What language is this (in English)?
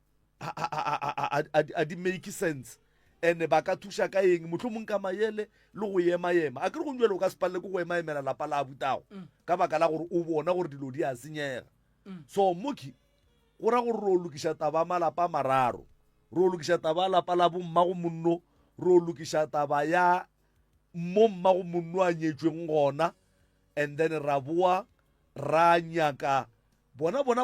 Northern Sotho